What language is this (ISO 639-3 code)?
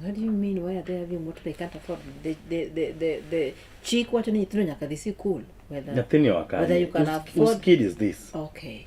luo